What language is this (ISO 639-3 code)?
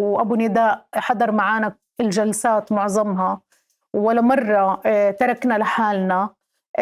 apc